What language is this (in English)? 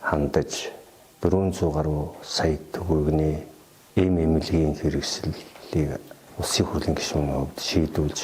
Mongolian